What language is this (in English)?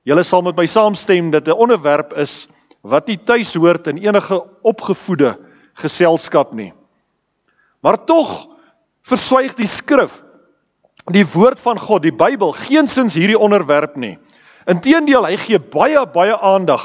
Afrikaans